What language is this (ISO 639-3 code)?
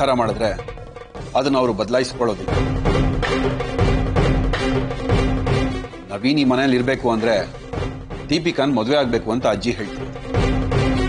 kan